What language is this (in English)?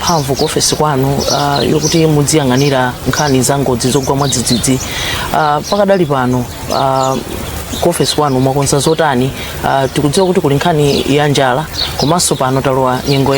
Nyanja